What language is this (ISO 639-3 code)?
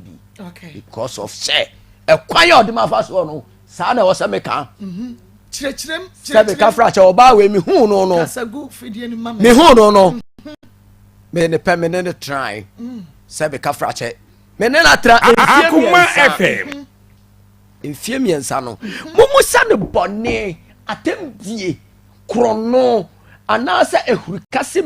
aka